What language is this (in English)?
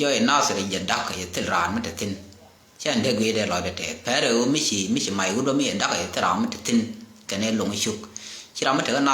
Nuer